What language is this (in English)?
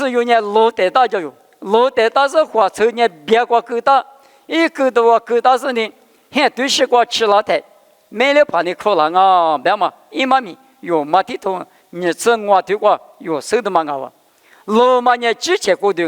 Lisu